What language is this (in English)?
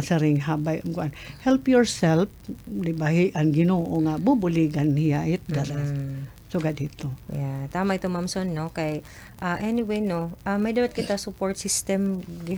Waray